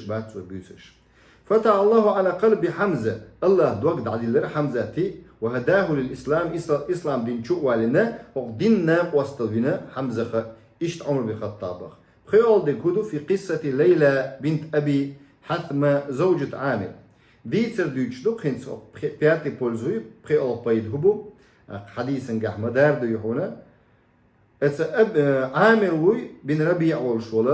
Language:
Chechen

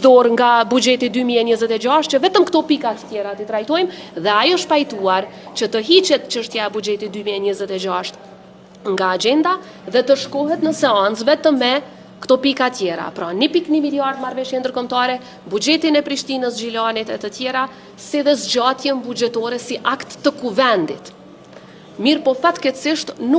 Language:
Albanian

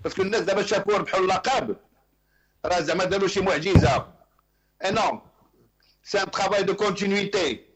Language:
Moroccan Arabic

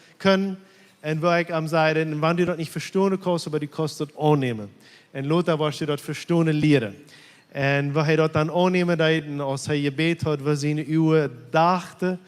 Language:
Plautdietsch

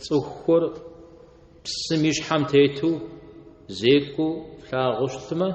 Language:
Kabardian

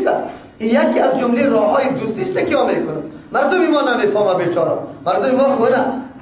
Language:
Persian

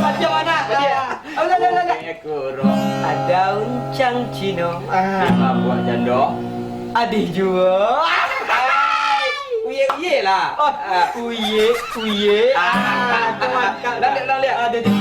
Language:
Minangkabau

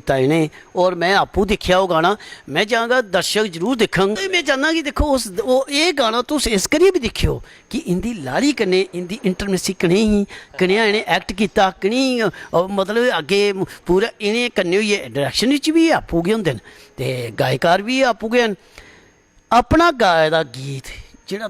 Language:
Dogri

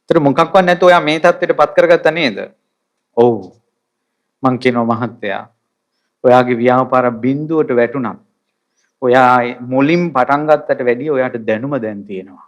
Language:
Sinhala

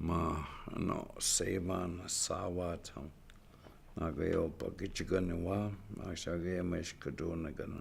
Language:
Chippewa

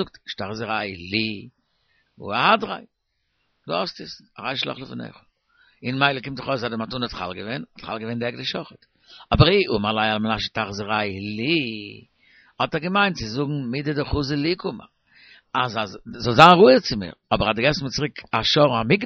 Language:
Yiddish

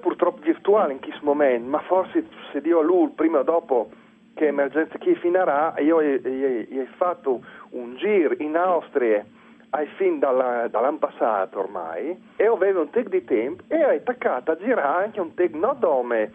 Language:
Friulian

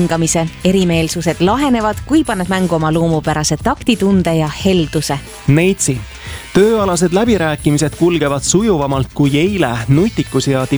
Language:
Estonian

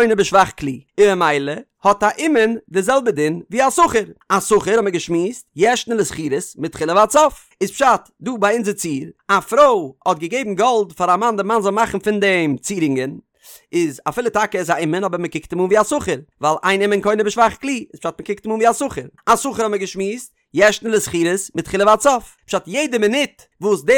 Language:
Yiddish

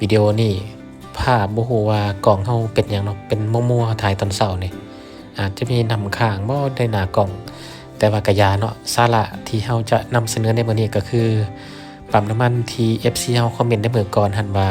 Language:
Lao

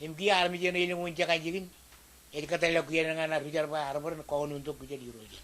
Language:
Marshallese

